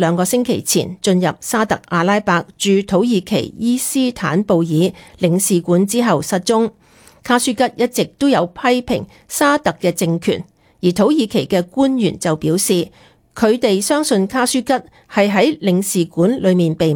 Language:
Cantonese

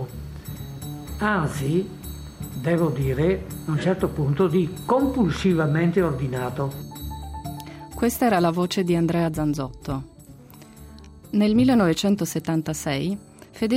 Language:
Italian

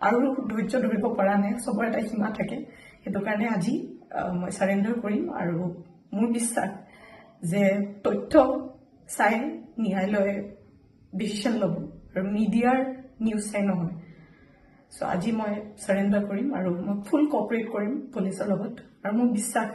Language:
Assamese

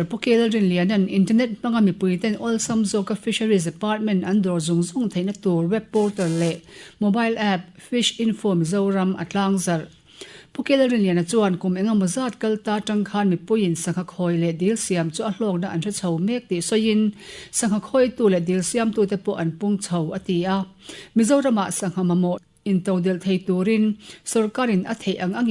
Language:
Mizo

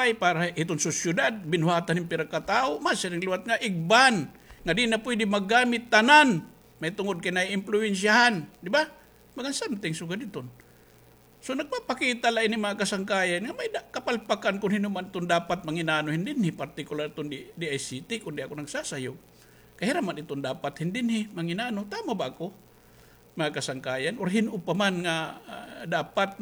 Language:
Waray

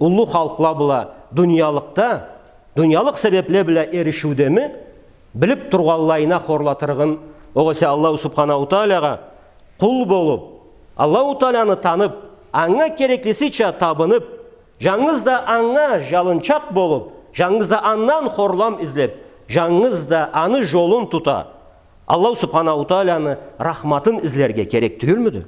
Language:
Karachay-Balkar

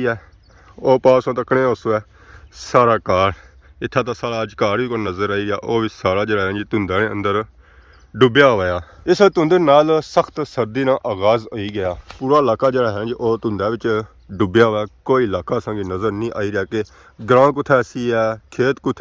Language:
Pahari-Potwari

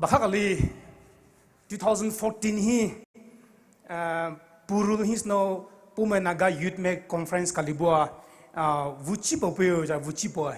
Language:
Poumei Naga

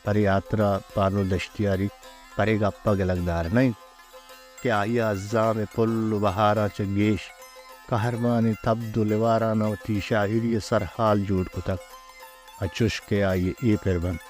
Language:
Baluchi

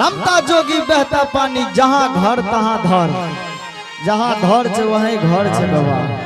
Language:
Angika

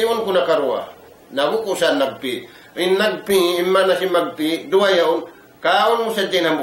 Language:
Tausug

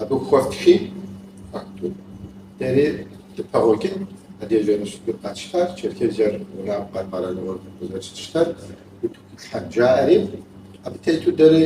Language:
Kabardian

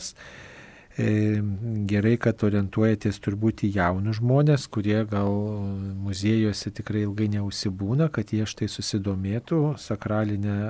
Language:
Lithuanian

